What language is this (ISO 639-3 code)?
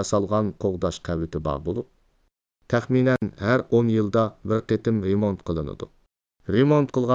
uig